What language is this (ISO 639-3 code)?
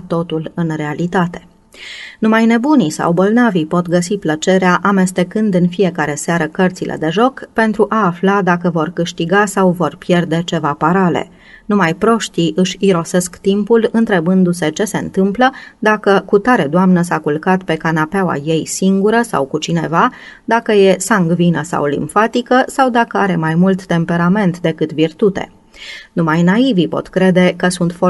ron